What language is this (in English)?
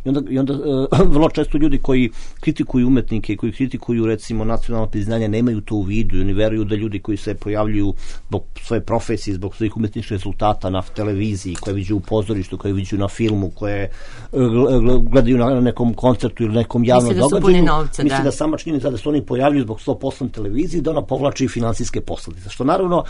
Serbian